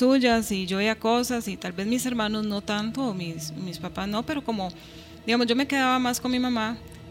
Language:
Spanish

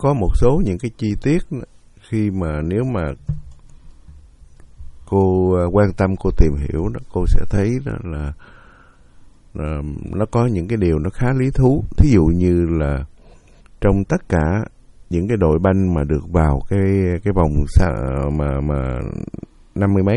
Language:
Vietnamese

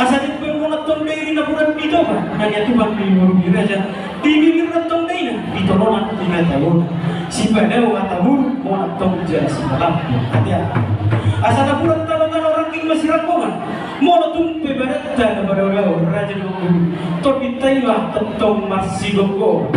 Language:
Batak Toba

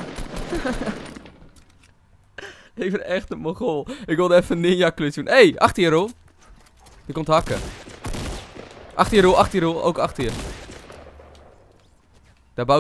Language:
Dutch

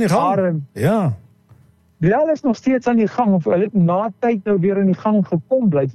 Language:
Afrikaans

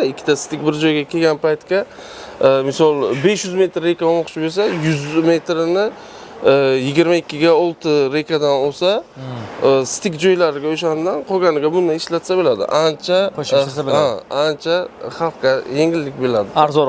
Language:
Uzbek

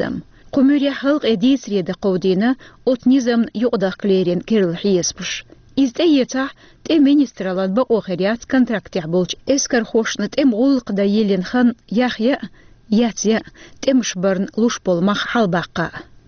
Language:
Chechen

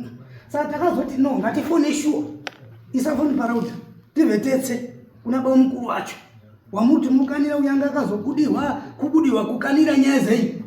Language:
Shona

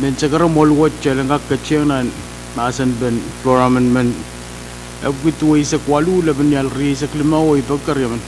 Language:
Pohnpeian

